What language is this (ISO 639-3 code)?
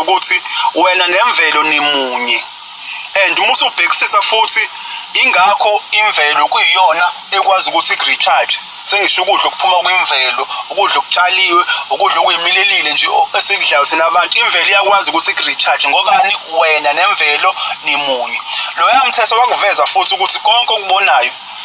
zul